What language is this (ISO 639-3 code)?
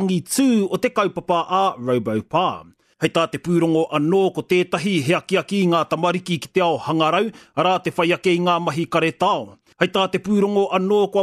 mri